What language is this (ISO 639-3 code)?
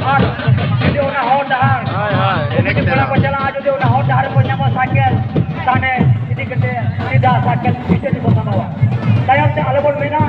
sat